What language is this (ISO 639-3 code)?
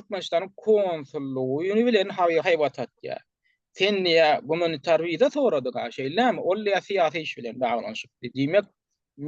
tuk